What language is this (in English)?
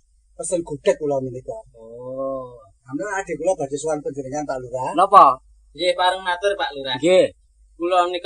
Javanese